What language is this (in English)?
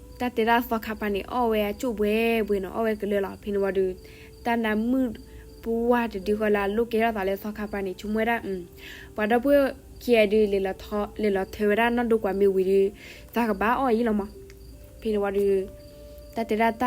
S'gaw Karen